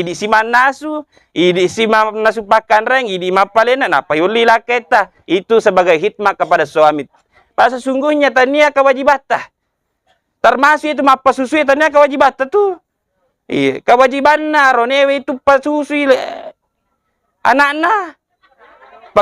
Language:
Buginese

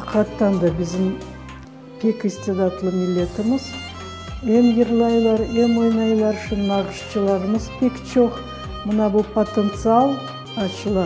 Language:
Crimean Tatar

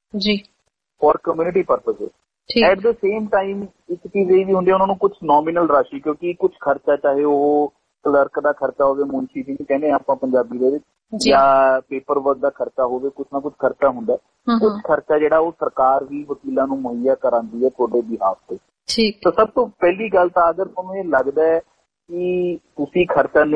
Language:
Punjabi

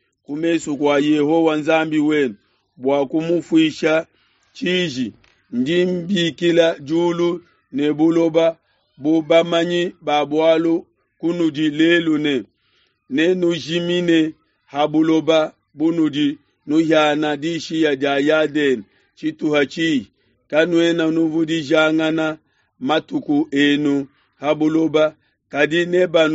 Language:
Luba-Lulua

